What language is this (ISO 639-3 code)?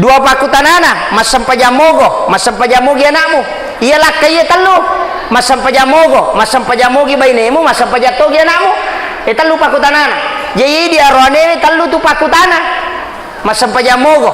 bug